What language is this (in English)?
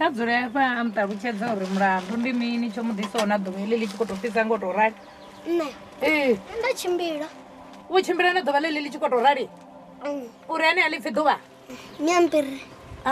Venda